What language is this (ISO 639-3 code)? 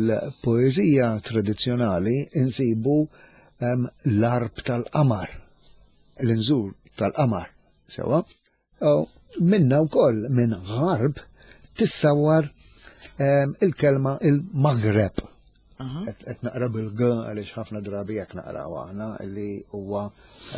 mlt